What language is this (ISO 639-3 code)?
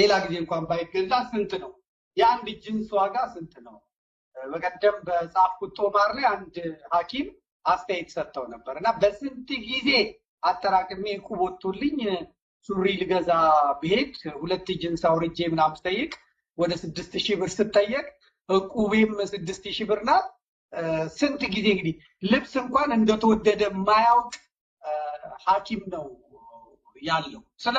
amh